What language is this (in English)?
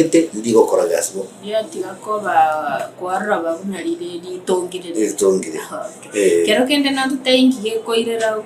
Gusii